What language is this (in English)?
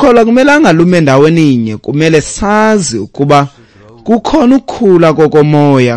Xhosa